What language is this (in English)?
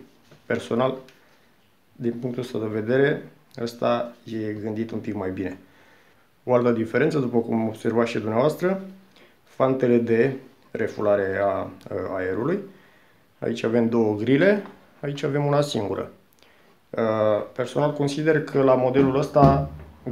Romanian